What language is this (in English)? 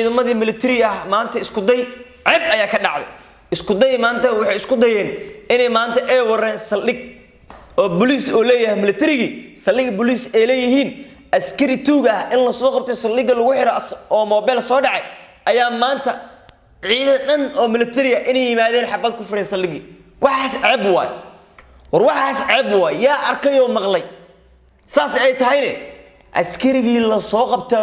Somali